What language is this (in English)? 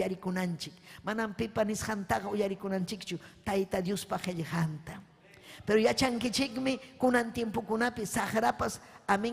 Ayacucho Quechua